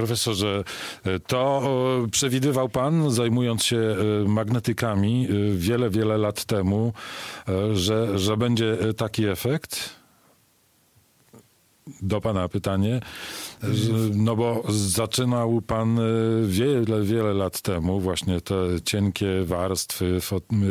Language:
Polish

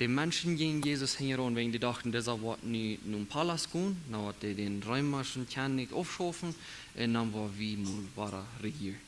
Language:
Plautdietsch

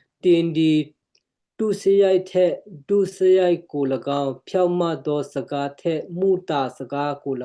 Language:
Western Kayah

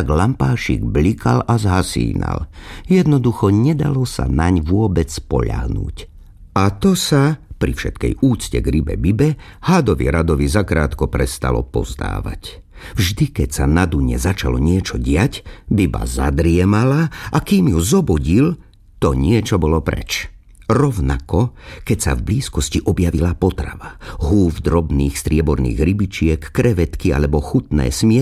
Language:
Slovak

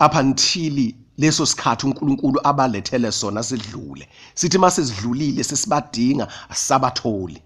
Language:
Zulu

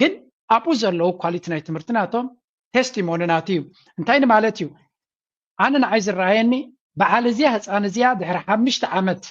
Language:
Tigrinya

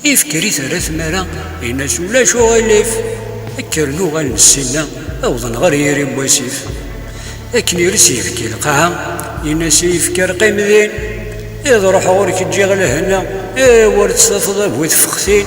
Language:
Kabyle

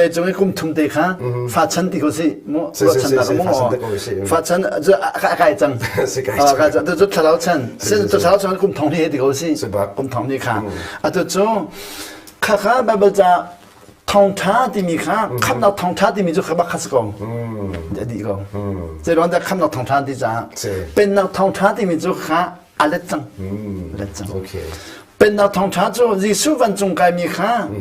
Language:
Hakha Chin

